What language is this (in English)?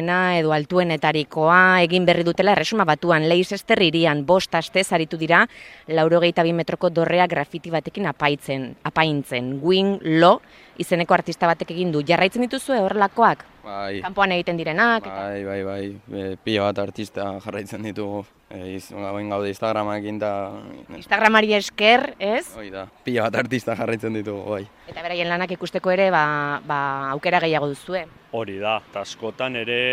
Basque